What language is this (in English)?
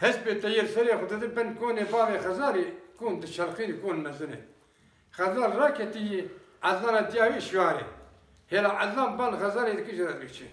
Kurdish